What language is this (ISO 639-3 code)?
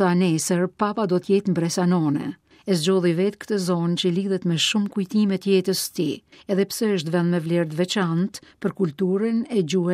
sqi